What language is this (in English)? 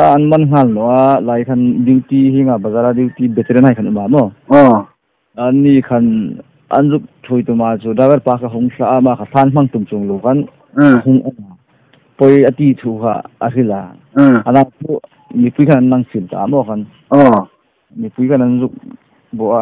Hmar